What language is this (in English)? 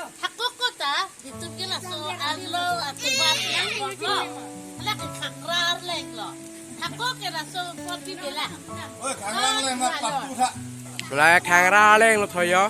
Karbi